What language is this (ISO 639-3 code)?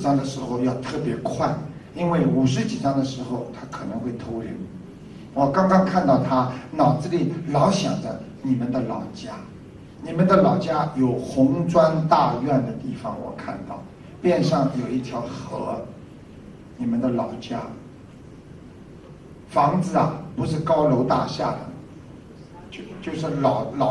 zho